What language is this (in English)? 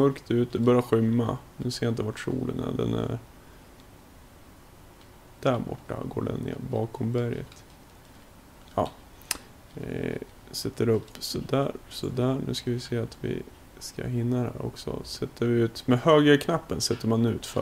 Swedish